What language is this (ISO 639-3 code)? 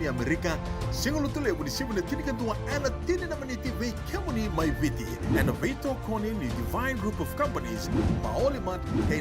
fij